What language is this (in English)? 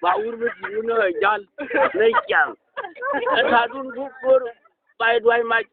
Nuer